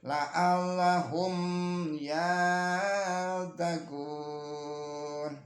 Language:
Javanese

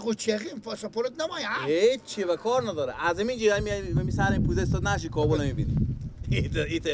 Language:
Persian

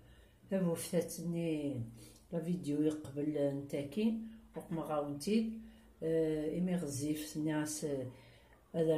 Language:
Kabyle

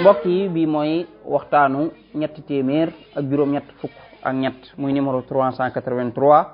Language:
Wolof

